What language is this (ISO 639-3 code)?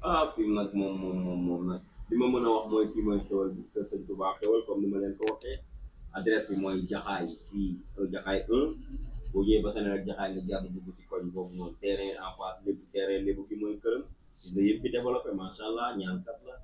wol